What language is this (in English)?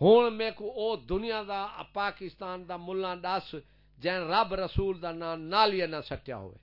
Saraiki